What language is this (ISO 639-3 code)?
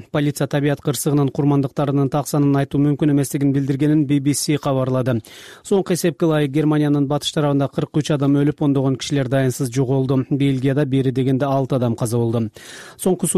kir